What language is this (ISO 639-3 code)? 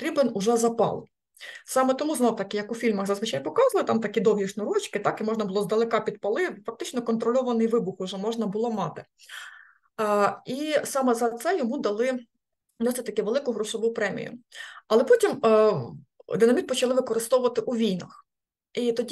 ukr